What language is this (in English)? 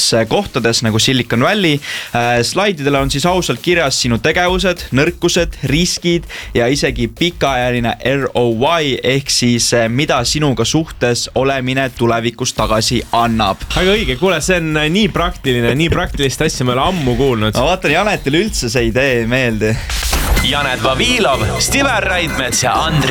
Estonian